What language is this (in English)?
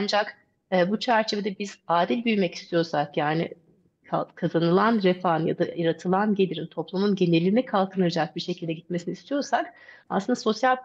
Turkish